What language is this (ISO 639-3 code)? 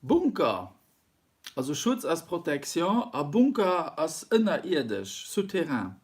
ltz